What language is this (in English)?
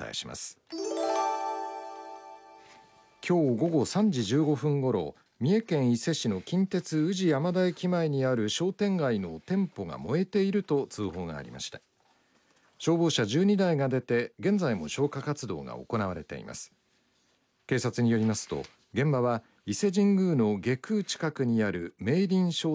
Japanese